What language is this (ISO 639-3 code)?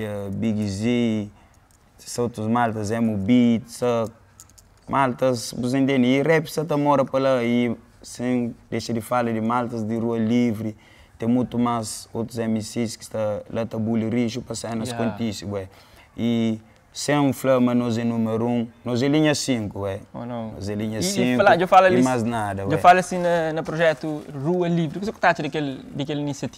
kea